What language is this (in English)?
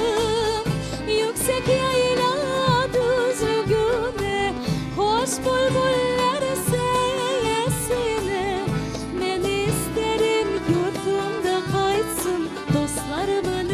Crimean Tatar